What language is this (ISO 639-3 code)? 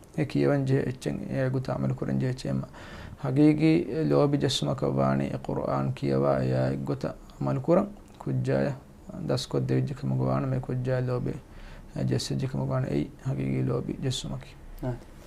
div